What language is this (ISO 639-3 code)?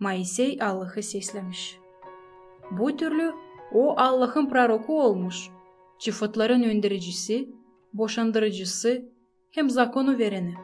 gag